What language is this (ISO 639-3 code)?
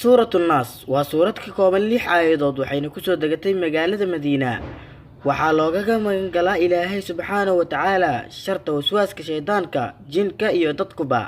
som